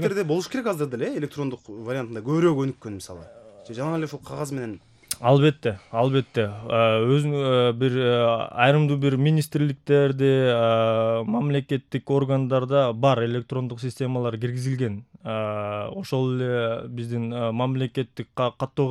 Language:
Kyrgyz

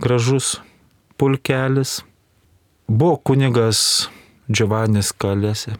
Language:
Lithuanian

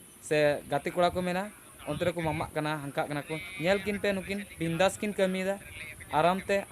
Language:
Santali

